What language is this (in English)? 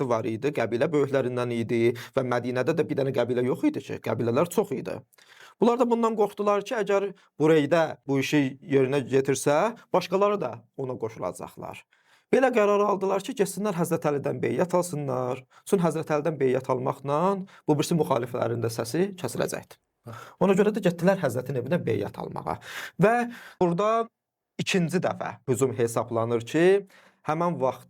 Azerbaijani